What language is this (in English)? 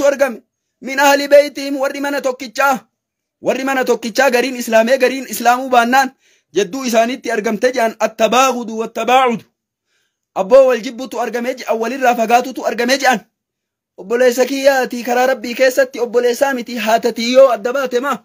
Oromo